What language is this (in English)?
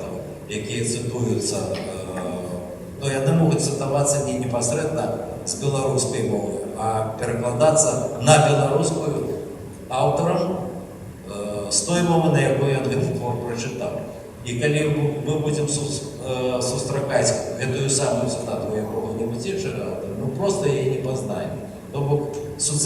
Belarusian